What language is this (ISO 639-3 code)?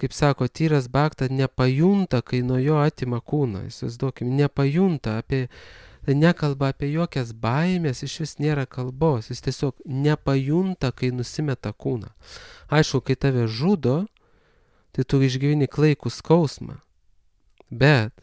lit